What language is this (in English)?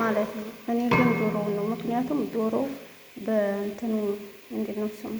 Amharic